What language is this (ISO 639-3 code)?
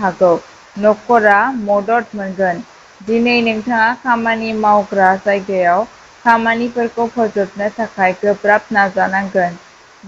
brx